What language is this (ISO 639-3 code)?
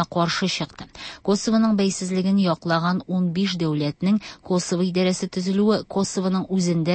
tat